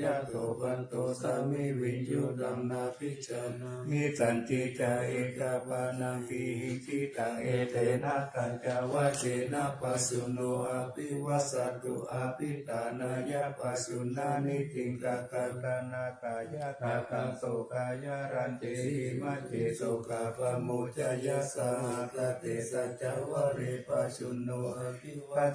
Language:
Pali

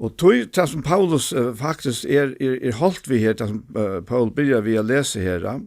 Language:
Faroese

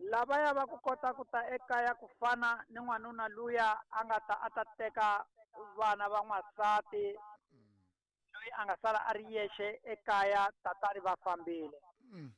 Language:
Tsonga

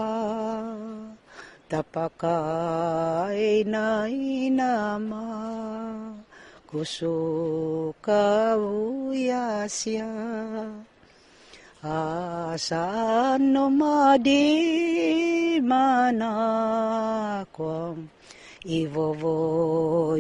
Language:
Filipino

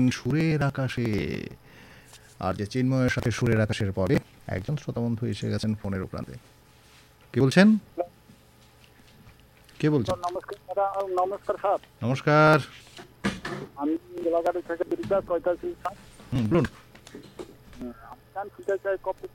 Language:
Bangla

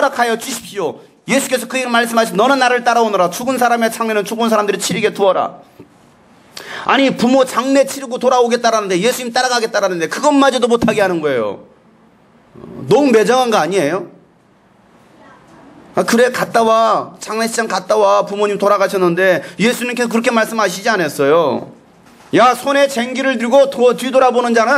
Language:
Korean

